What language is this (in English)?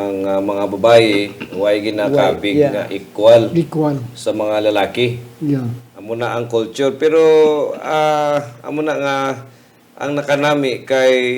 Hiligaynon